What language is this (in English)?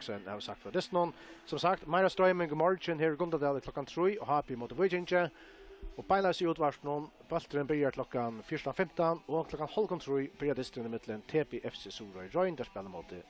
Faroese